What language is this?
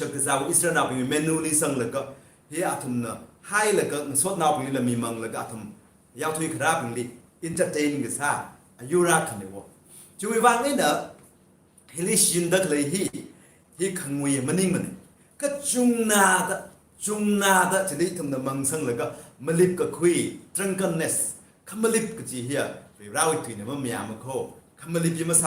Tangkhul Naga (India)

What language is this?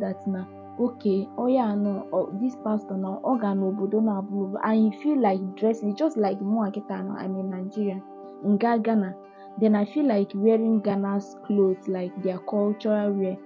Igbo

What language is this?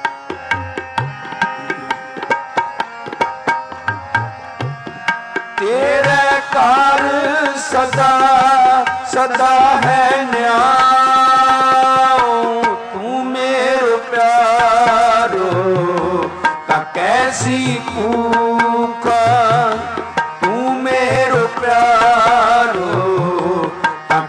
Punjabi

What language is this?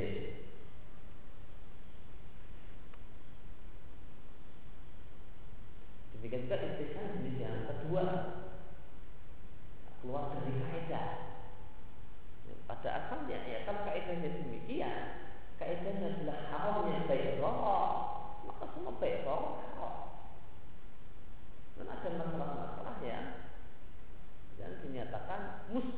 Indonesian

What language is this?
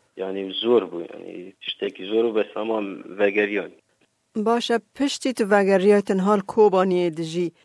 Kurdish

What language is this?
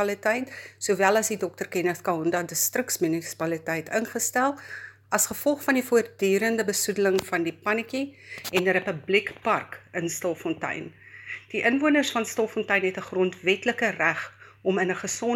Afrikaans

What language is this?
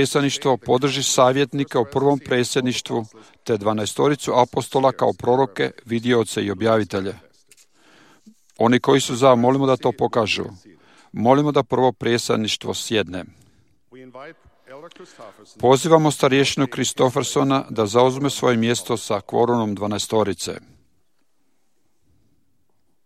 Croatian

